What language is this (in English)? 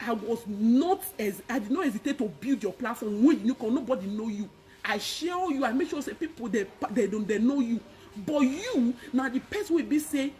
Nigerian Pidgin